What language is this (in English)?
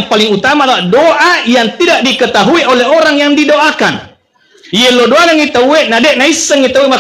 Buginese